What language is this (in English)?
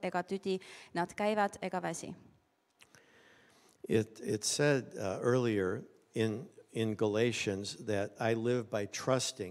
Estonian